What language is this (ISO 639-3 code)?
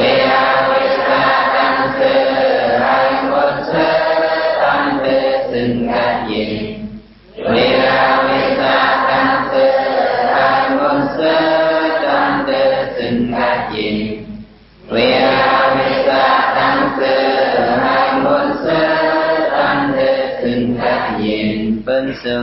shn